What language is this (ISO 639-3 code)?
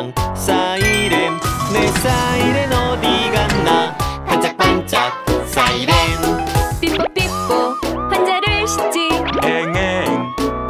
kor